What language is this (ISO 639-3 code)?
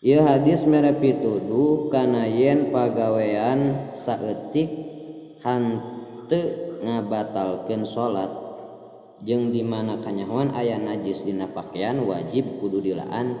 sun